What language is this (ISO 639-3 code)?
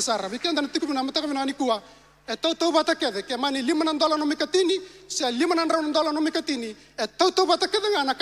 fij